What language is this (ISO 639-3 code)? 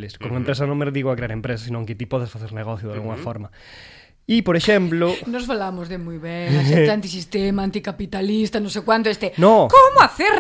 glg